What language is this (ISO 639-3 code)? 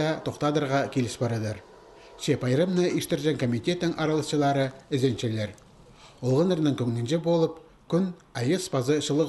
kjh